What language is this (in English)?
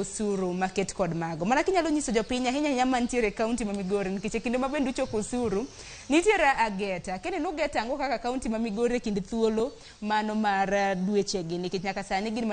Luo (Kenya and Tanzania)